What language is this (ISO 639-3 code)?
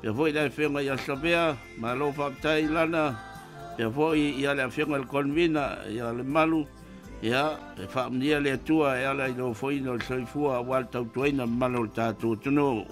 smo